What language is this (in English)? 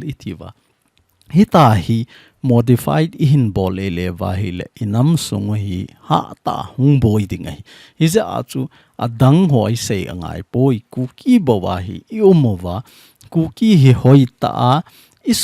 Thado Chin